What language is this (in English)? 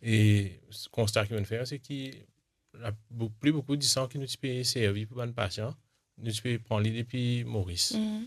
Morisyen